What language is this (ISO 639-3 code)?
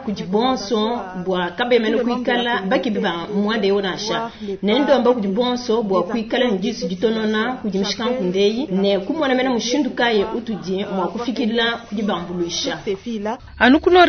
lua